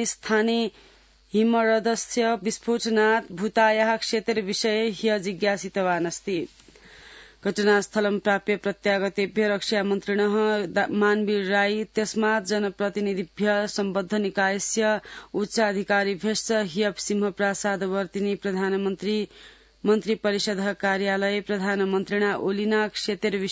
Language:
Sanskrit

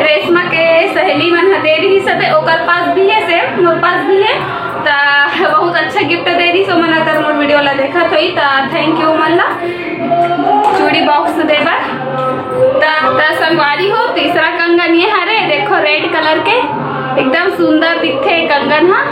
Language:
Chhattisgarhi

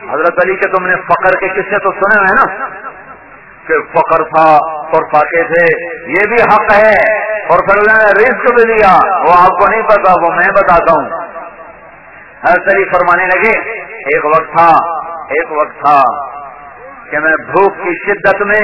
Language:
Urdu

